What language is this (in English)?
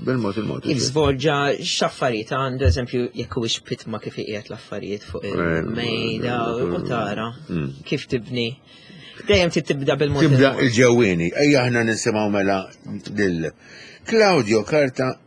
Maltese